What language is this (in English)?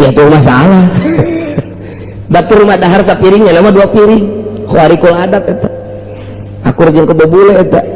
Sundanese